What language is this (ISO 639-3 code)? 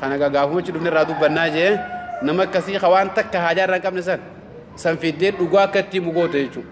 orm